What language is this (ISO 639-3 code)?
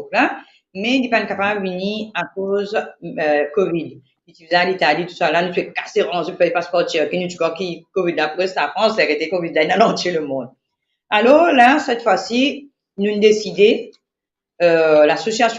mfe